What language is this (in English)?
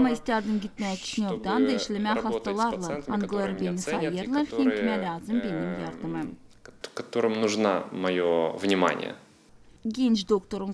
Gagauz